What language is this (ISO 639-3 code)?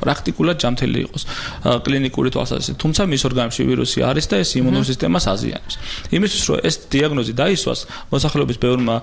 kat